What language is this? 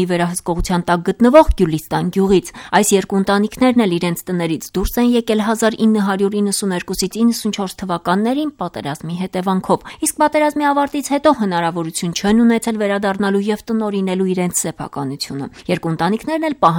Armenian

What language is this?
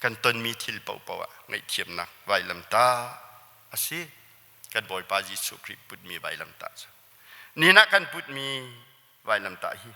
Hakha Chin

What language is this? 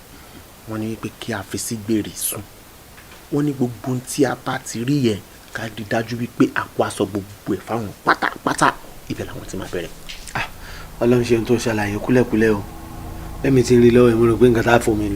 Yoruba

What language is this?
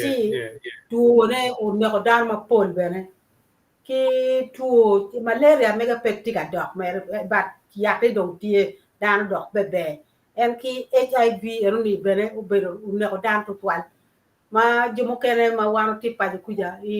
Acoli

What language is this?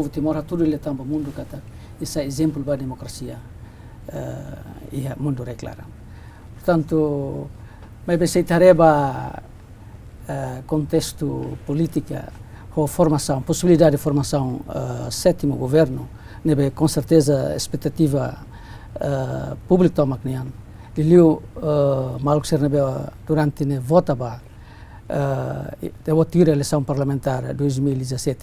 Tetum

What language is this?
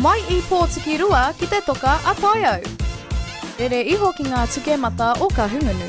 Māori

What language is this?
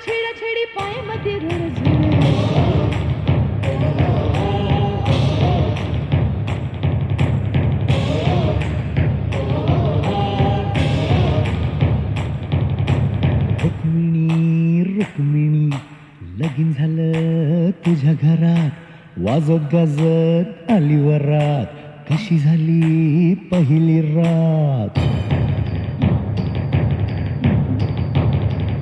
Marathi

